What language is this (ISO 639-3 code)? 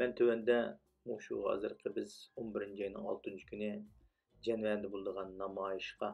uig